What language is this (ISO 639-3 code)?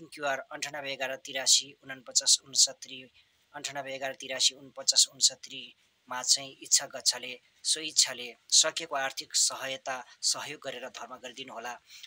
nep